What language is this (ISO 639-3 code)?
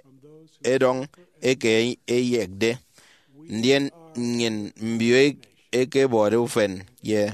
efi